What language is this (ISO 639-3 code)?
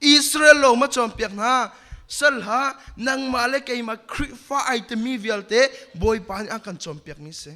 cnh